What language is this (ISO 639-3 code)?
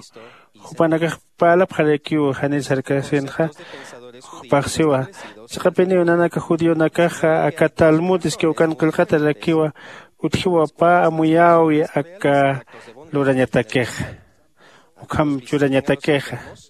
aym